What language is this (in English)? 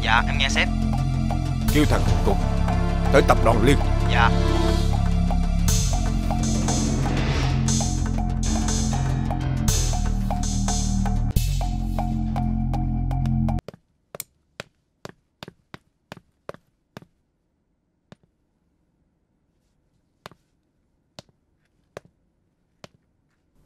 Vietnamese